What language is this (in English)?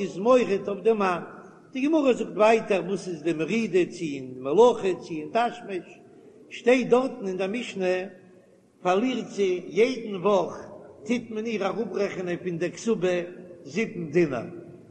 Yiddish